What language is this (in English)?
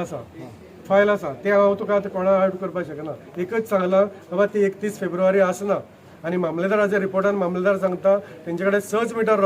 Konkani